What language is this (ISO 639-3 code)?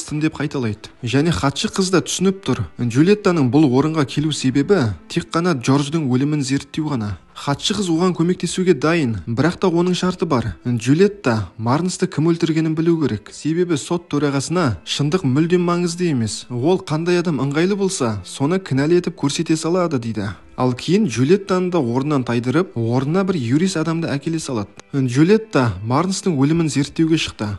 kaz